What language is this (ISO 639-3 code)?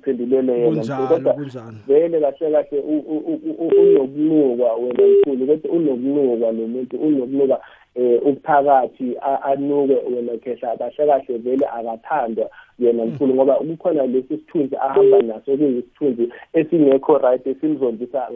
nbl